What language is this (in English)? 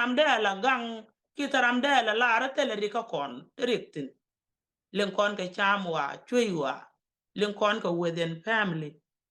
Nuer